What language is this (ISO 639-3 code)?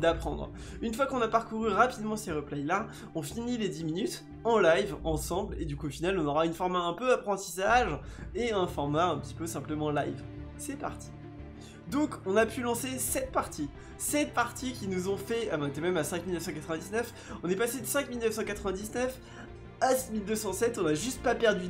fra